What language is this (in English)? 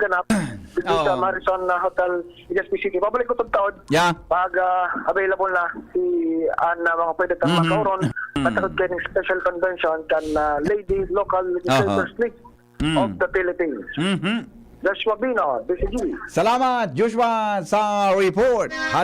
Bikol